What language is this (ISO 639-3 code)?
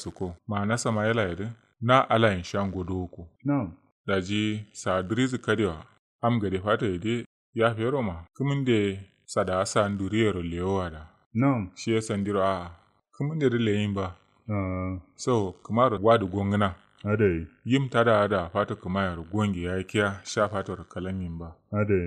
kau